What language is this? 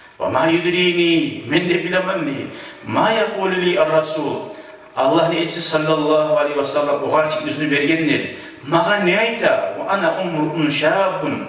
Kumyk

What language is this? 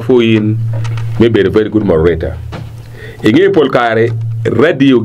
Acoli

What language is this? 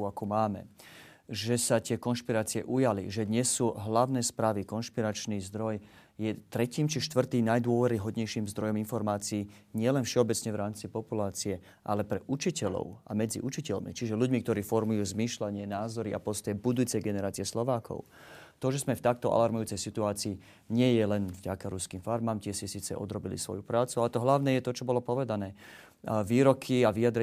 Slovak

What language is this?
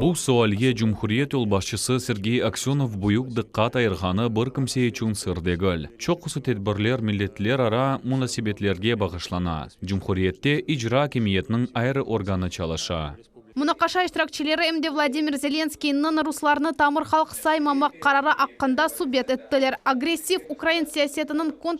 Crimean Tatar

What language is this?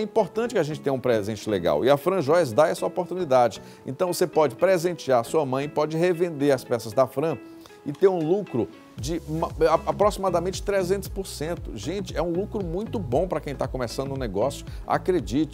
Portuguese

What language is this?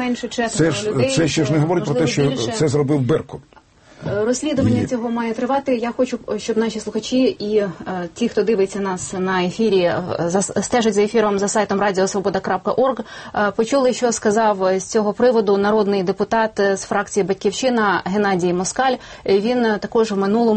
Ukrainian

